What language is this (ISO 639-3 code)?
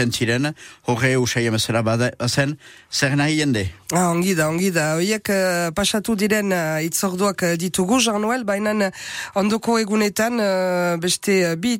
eus